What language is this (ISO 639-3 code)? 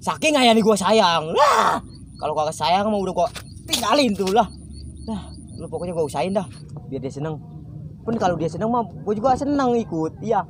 bew